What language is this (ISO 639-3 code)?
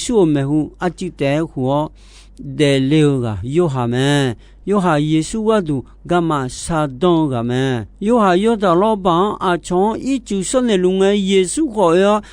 ahk